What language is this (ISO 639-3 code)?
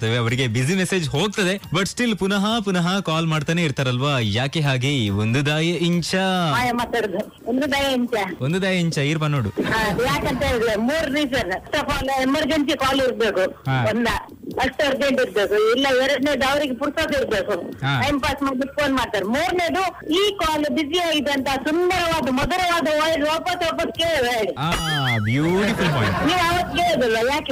kan